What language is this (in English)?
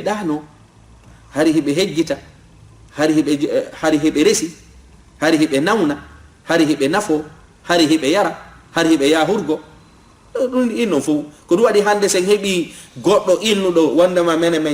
Fula